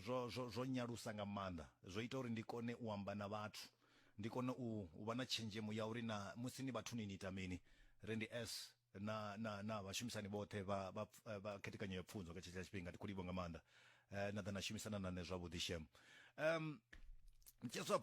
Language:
Venda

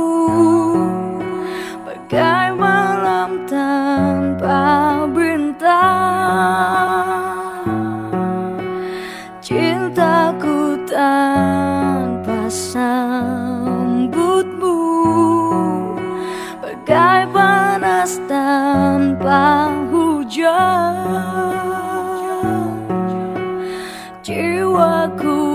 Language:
Indonesian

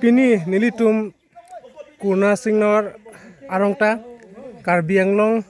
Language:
Karbi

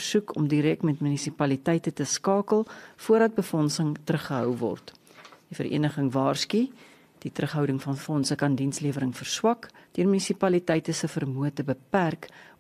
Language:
Afrikaans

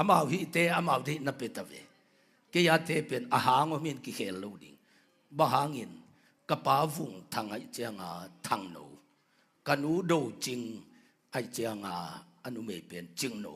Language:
Tedim Chin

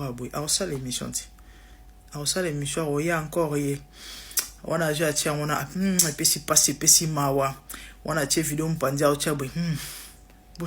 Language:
Lingala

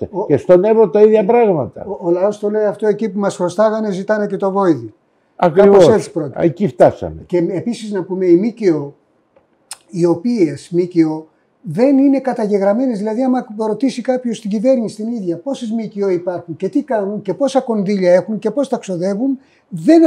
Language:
Greek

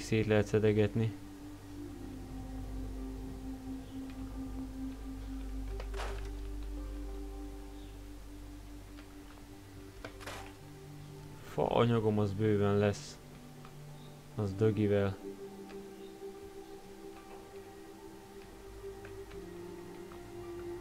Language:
Hungarian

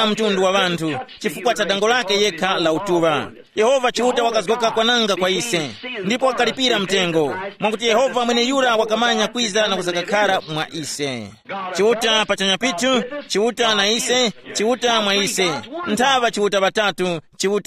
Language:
Tumbuka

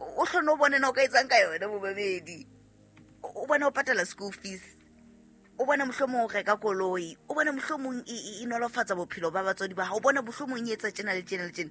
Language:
Southern Sotho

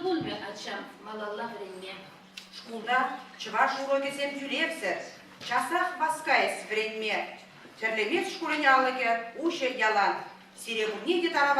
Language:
Chuvash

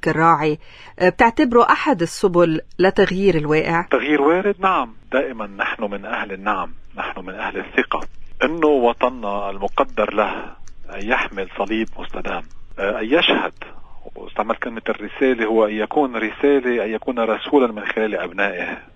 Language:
North Levantine Arabic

